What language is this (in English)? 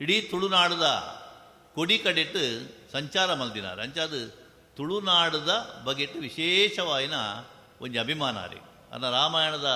Tulu